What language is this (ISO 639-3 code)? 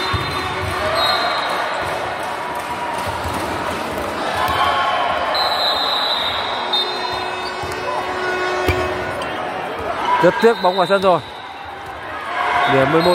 vie